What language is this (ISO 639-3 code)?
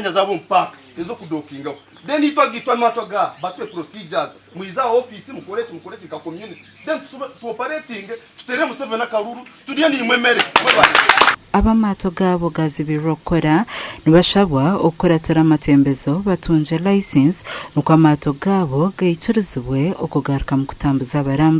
nyn